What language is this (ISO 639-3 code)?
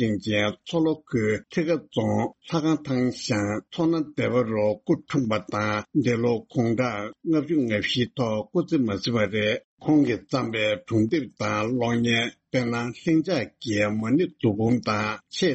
bod